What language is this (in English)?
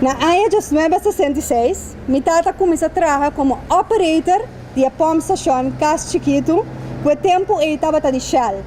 Papiamento